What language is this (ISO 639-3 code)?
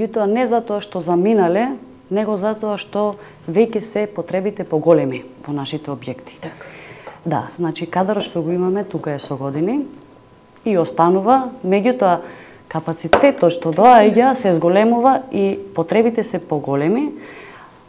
mkd